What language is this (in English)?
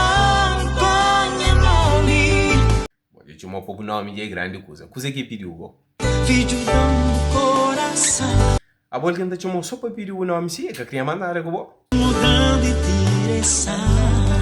Kabuverdianu